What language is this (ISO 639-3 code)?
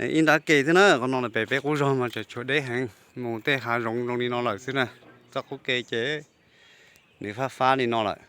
hmn